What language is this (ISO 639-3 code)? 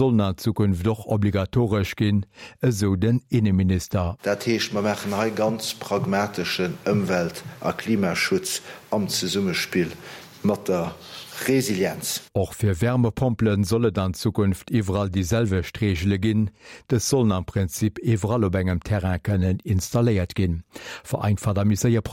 ltz